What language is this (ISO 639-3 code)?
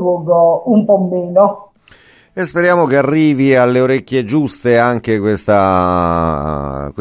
ita